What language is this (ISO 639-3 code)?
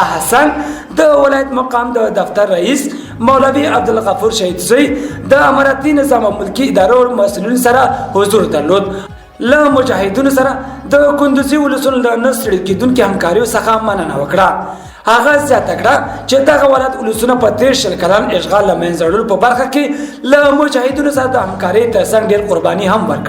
pus